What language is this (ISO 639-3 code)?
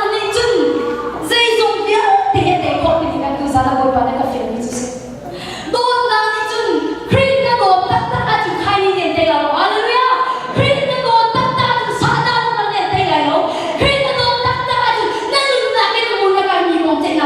cnh